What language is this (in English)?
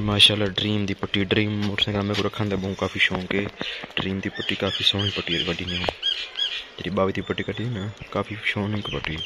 Saraiki